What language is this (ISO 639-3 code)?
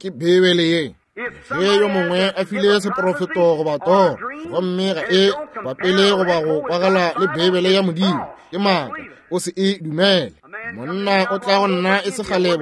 nso